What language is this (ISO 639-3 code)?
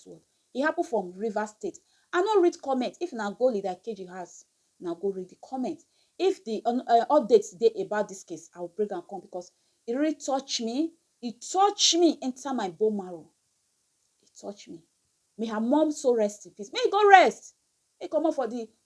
pcm